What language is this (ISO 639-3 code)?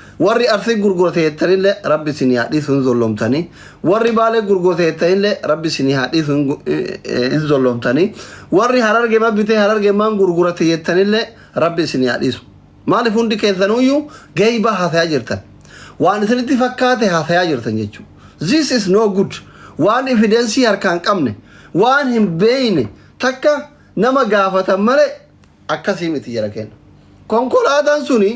orm